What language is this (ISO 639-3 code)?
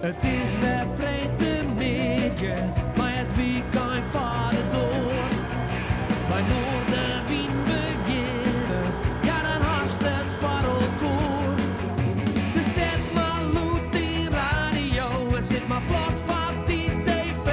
fry